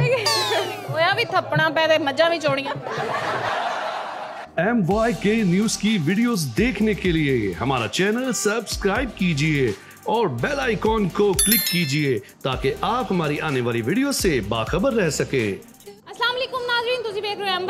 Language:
Punjabi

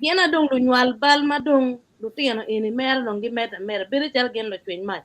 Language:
Acoli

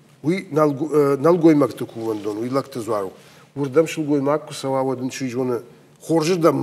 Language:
Ossetic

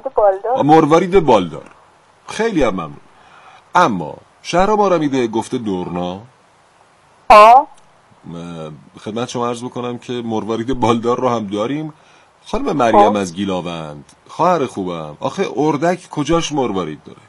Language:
Persian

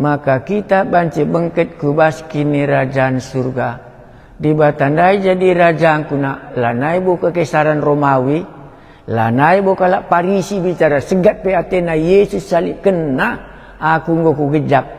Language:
Batak Karo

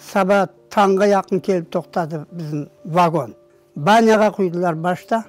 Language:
Crimean Tatar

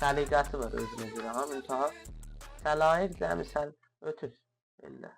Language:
South Azerbaijani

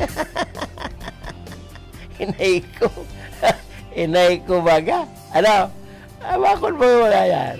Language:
Bikol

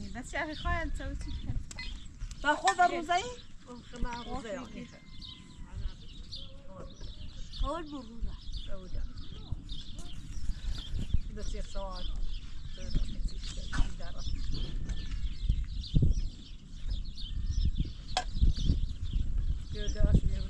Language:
Persian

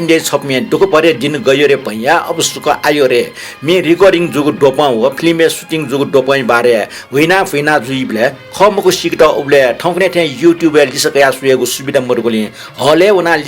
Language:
Newari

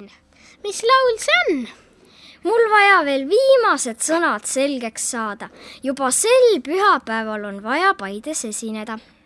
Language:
Estonian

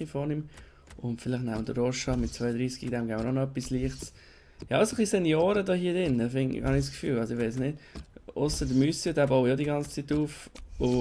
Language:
Swiss German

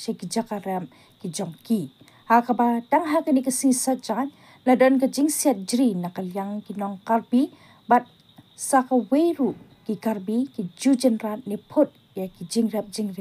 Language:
Khasi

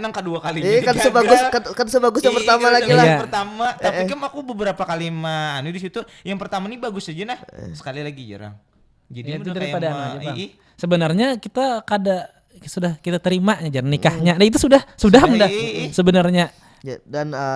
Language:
Banjar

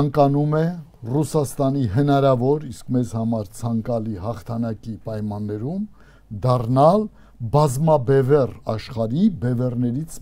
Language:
Armenian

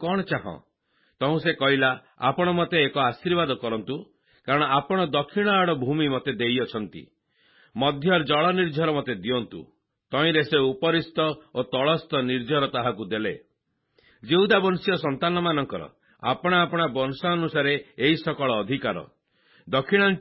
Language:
Odia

